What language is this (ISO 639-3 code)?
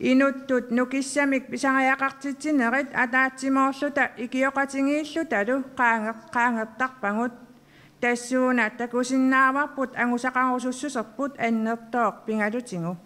kal